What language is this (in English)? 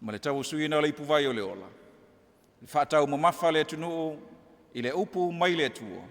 Samoan